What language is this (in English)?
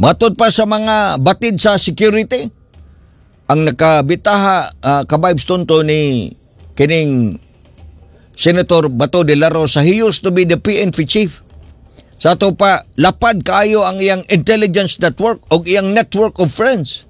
Cebuano